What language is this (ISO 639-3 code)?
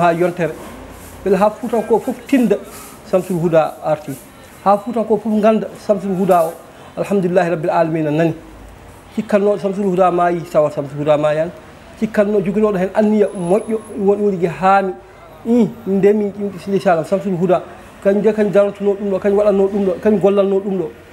ful